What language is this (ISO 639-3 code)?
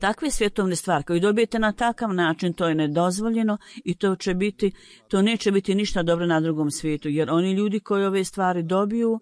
bos